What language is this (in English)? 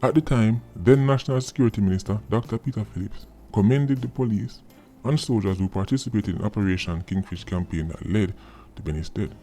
Jamaican Creole English